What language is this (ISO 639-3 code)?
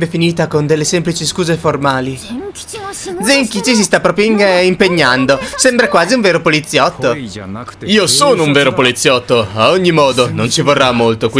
ita